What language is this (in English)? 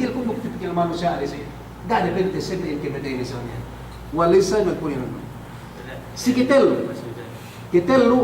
Yakan